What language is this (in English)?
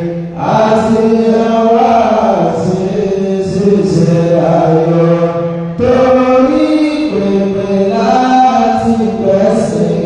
Yoruba